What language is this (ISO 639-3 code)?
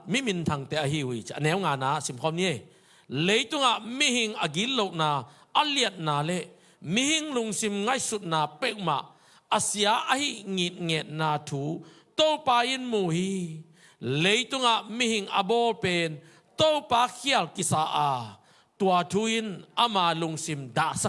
ctd